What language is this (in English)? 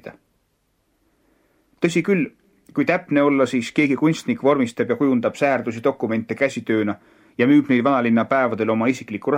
Estonian